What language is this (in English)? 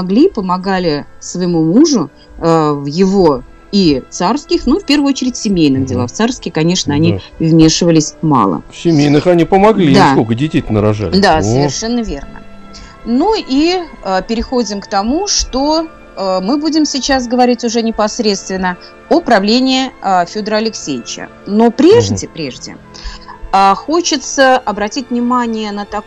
Russian